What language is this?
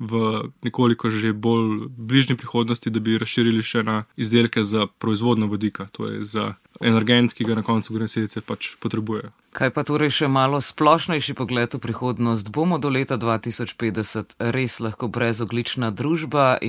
Slovenian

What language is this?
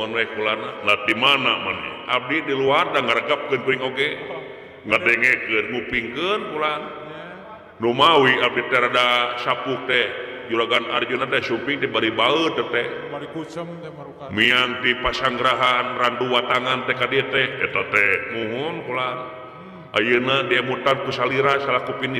Sundanese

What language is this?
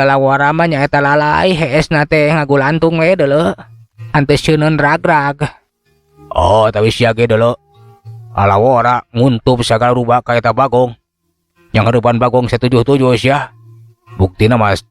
Sundanese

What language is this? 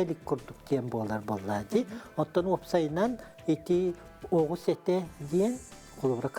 Yakut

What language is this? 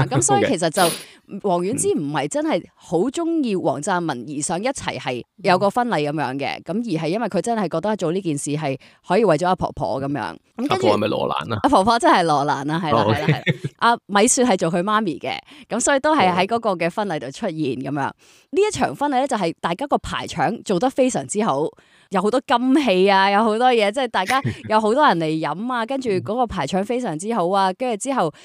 Cantonese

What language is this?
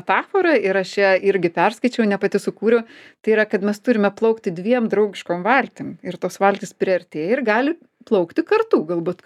Lithuanian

